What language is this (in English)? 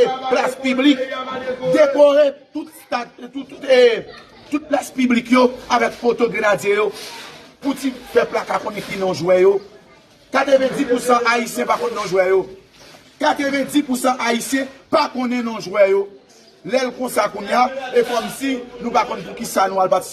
Haitian Creole